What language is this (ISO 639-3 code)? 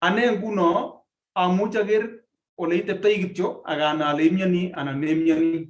kln